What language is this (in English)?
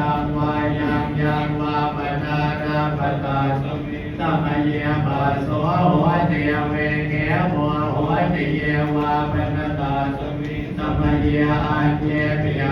Pali